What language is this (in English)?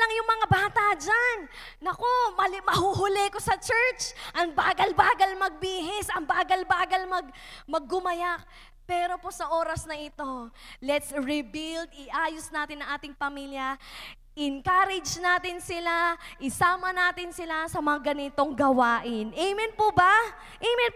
Filipino